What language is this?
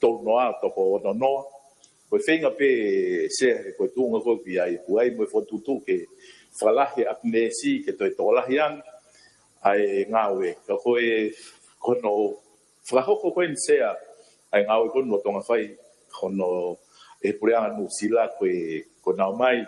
Tongan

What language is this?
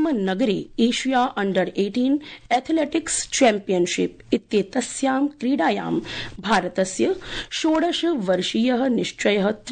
Sanskrit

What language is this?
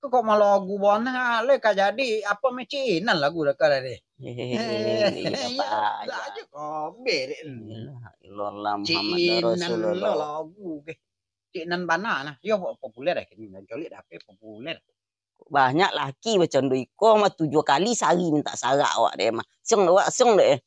Minangkabau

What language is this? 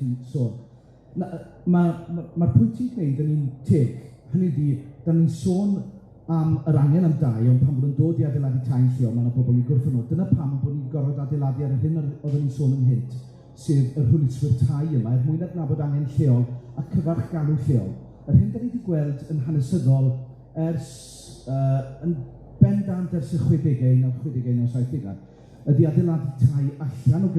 Welsh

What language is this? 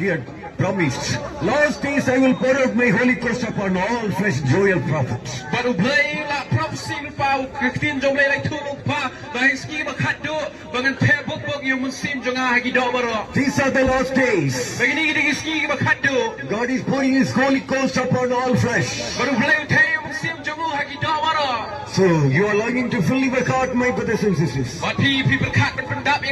Khasi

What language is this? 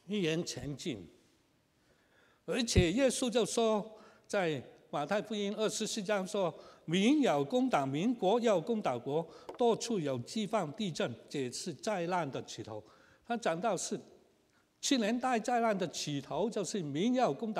Chinese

